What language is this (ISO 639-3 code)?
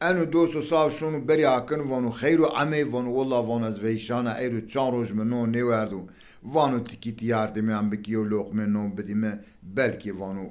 zza